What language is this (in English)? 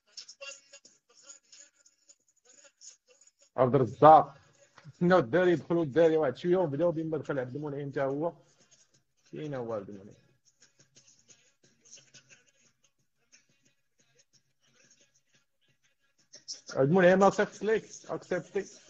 Moroccan Arabic